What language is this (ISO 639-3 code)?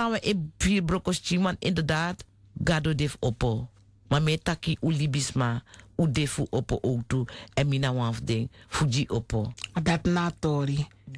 srn